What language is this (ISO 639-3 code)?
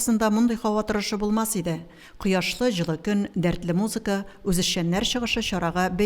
tat